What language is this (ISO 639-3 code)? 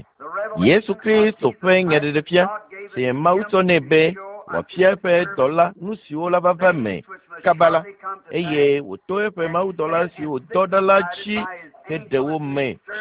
ewe